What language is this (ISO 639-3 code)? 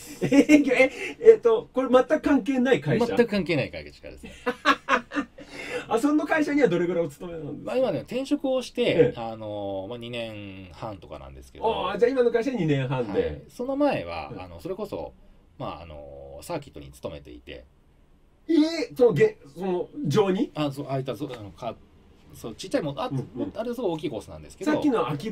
jpn